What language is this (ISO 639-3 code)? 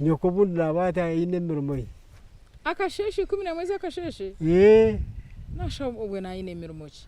nyn